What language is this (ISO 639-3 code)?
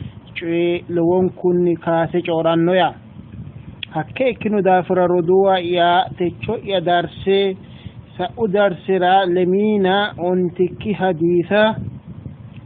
sid